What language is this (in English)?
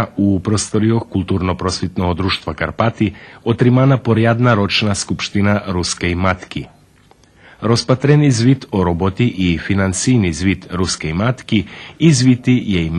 Rusyn